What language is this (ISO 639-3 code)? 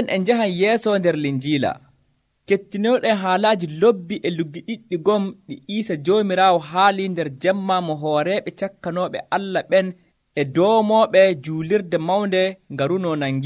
fuv